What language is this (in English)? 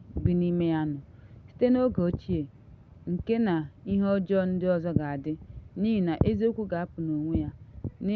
Igbo